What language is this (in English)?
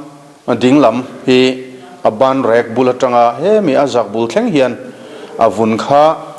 Mizo